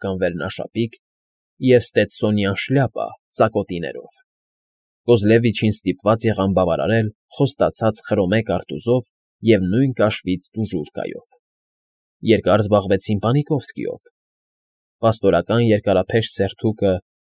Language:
Armenian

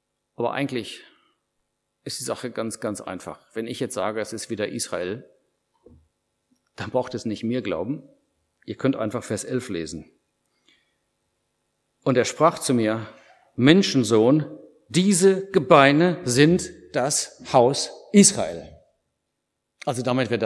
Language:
German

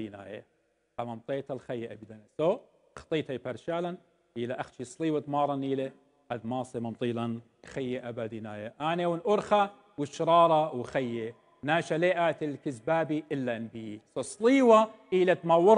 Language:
Assyrian Neo-Aramaic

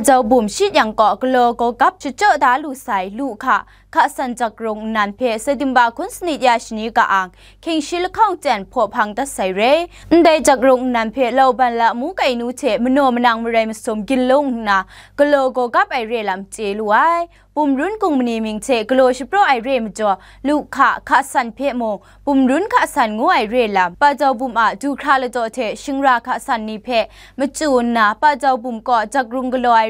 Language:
Kachin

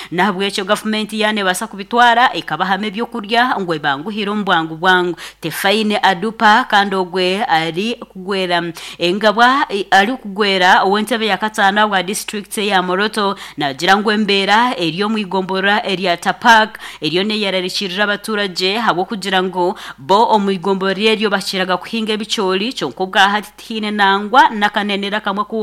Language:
Nyankole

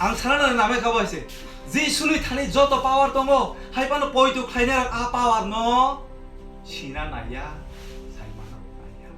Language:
Kok Borok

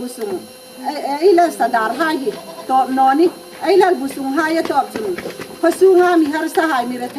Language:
Hmar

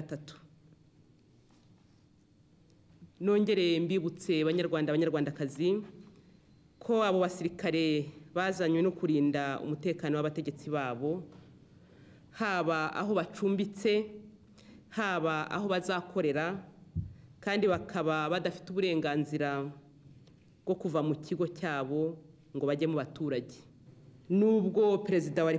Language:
Kinyarwanda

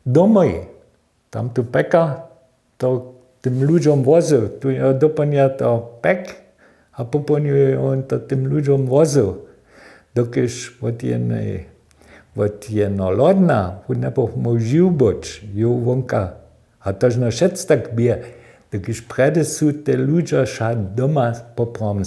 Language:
Upper Sorbian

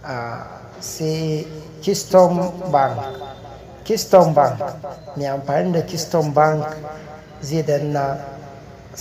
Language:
Hausa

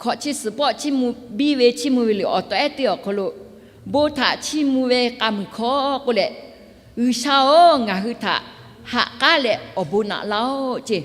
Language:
Lahu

